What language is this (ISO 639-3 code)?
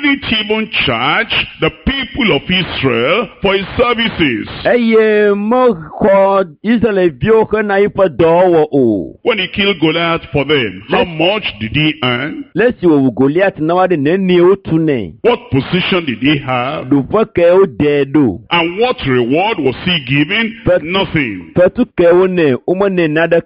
ewe